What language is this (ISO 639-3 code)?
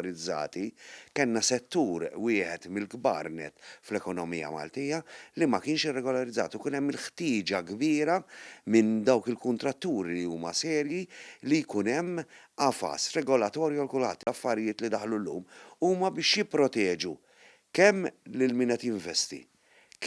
mlt